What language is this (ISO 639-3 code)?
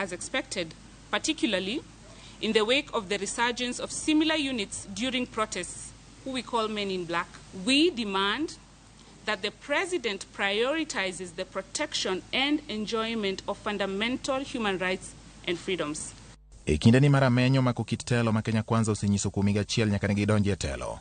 luo